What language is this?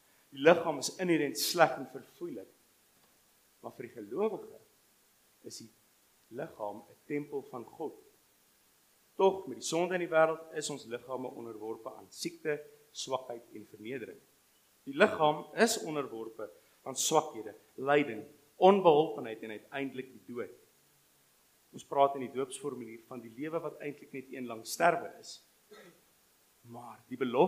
Afrikaans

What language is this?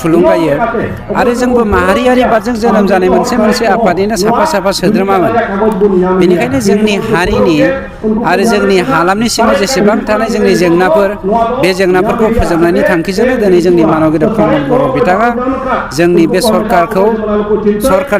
Bodo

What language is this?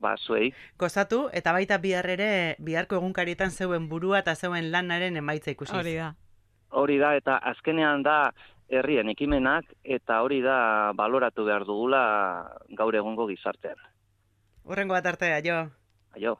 Basque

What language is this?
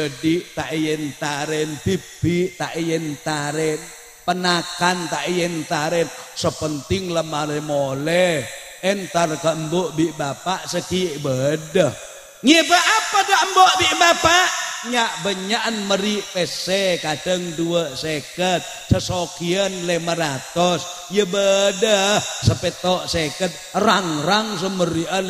Madurese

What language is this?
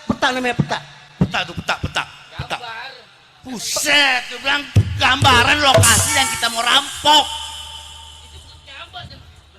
Betawi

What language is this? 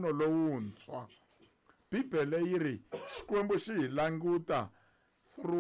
Tsonga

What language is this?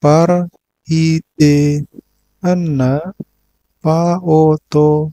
Batak Toba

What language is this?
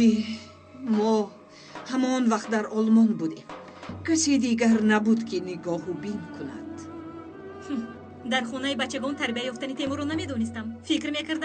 Tajik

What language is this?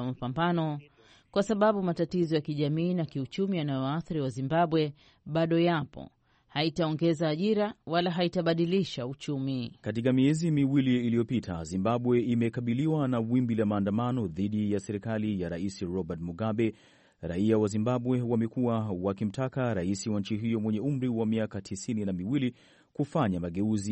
Swahili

